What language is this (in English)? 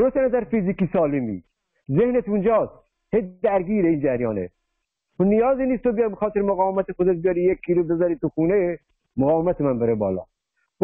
Persian